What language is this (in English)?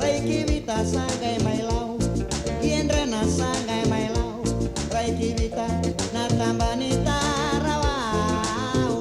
Fijian